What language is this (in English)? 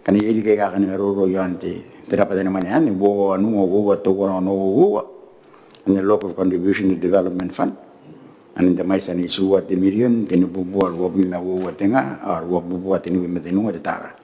Gilbertese